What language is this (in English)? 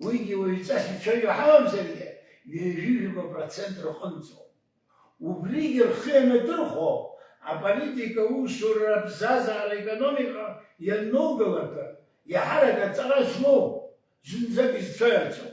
Abkhazian